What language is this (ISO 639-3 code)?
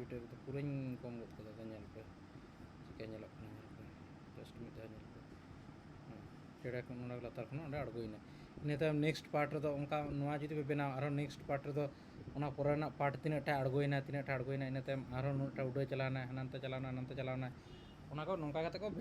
sat